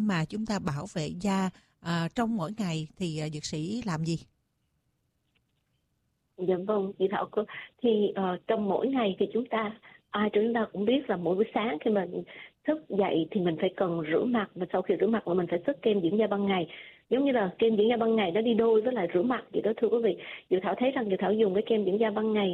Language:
Vietnamese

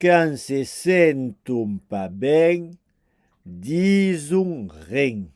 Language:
Occitan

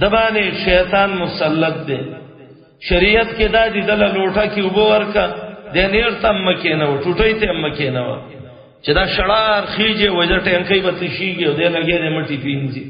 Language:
Pashto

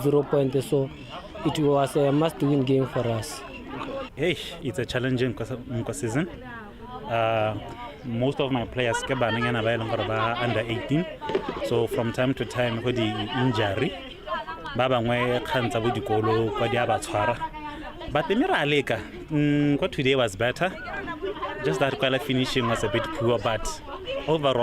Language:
Tswana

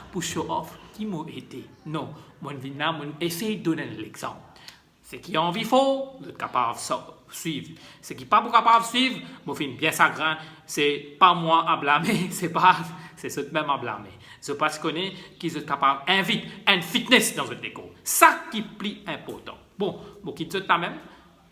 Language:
Morisyen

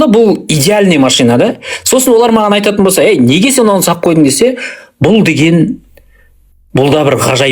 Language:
Kazakh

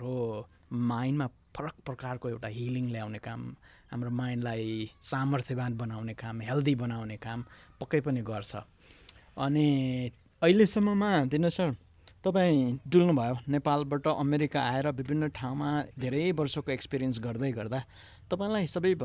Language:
Nepali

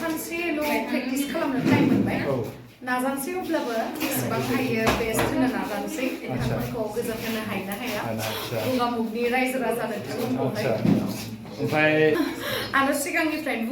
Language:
Bodo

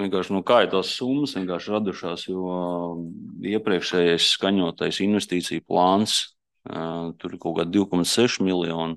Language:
Latvian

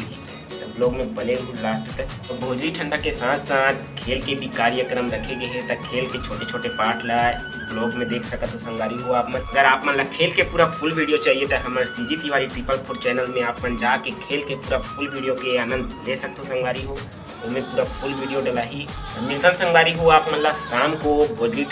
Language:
Chhattisgarhi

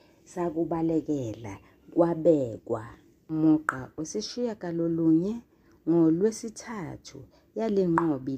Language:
Zulu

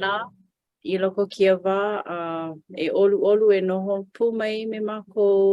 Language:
Hawaiian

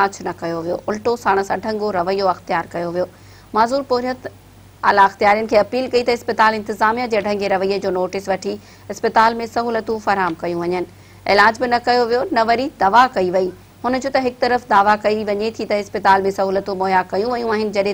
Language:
Sindhi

